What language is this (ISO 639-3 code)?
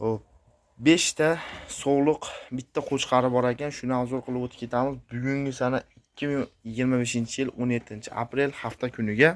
uzb